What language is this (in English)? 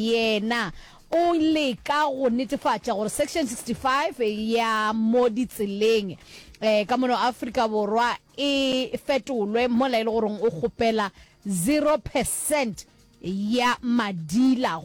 Northern Sotho